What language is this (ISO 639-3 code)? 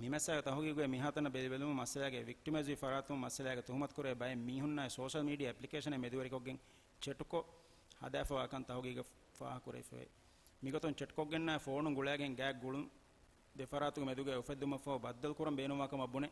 div